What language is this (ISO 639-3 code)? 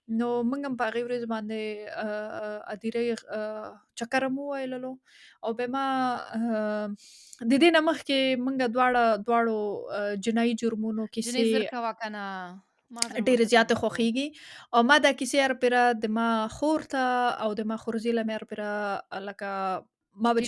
pus